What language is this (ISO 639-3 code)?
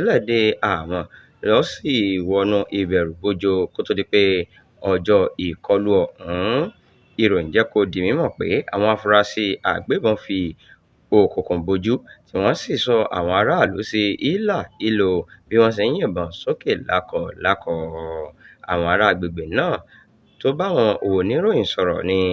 yor